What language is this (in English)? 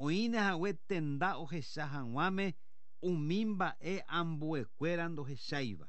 Guarani